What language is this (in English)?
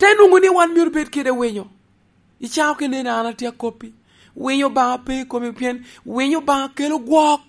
Lango (Uganda)